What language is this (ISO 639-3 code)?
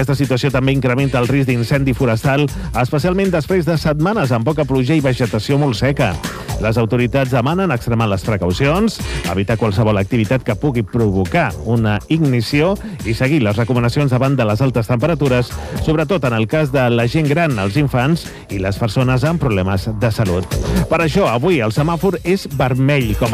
cat